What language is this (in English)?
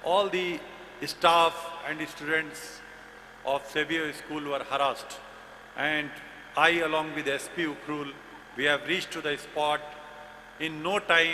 Tangkhul Naga (India)